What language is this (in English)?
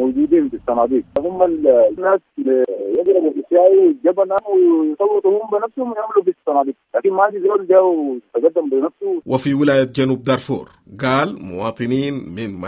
Sudanese Arabic